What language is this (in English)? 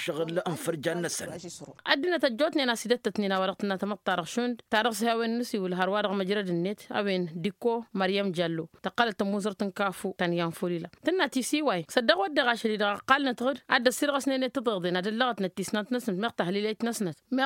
Tamasheq